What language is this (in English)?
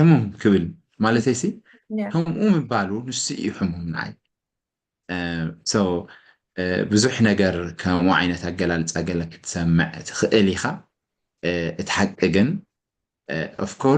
Tigrinya